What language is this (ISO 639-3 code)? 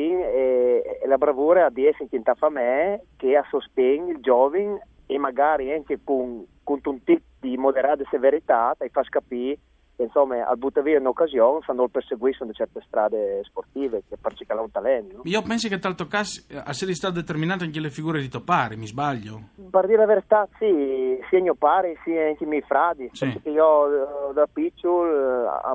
fur